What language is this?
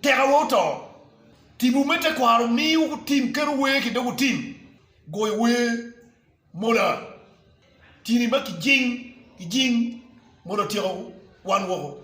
Acoli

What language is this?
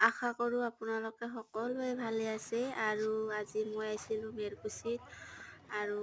Assamese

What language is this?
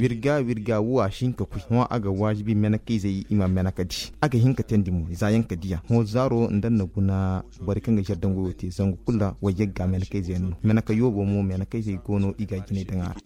Koyraboro Senni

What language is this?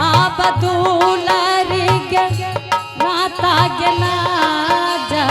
Angika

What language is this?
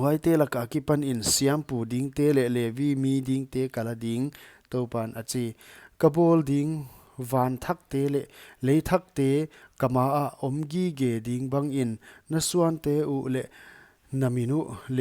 Paite Chin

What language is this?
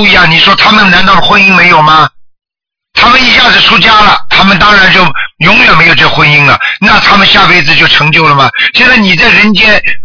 Chinese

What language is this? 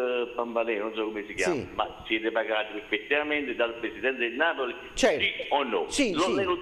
Italian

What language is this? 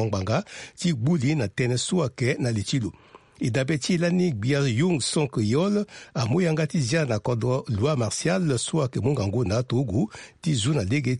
Sango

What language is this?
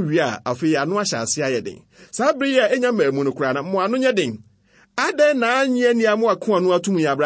Akan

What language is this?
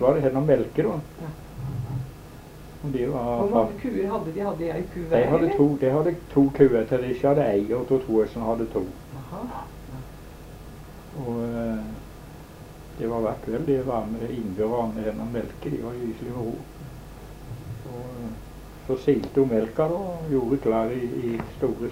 Norwegian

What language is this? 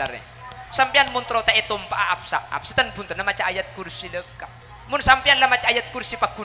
Madurese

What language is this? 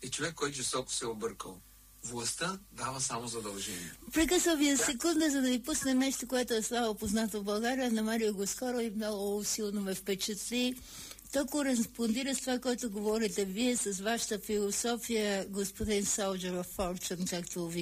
Bulgarian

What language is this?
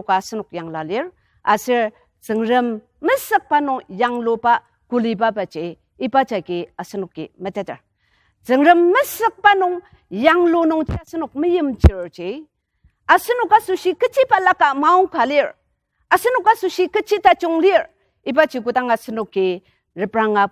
Ao Naga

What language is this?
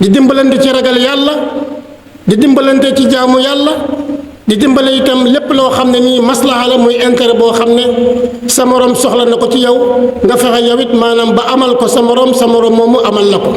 Wolof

